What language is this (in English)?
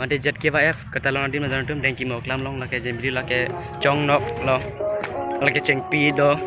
Karbi